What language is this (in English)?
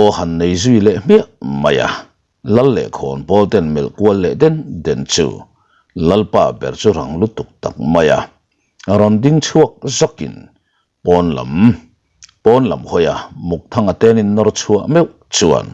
Mizo